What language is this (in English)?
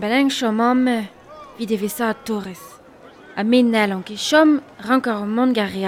Breton